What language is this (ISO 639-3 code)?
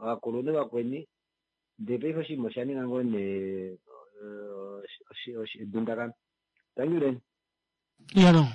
kua